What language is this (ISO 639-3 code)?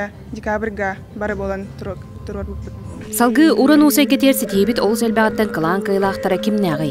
sah